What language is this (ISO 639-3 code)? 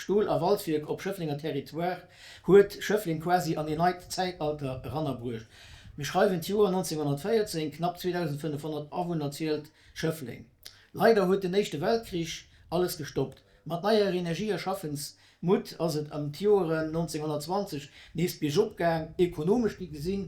ltz